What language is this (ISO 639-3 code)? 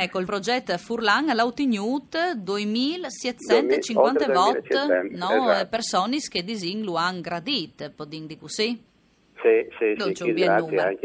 fur